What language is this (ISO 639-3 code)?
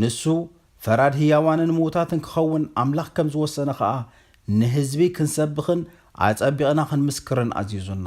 tir